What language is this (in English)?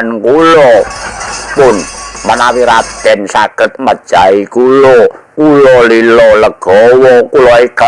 Javanese